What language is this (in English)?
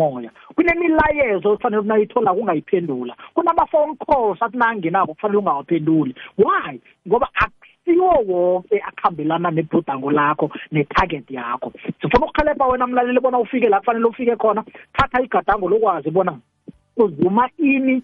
South Ndebele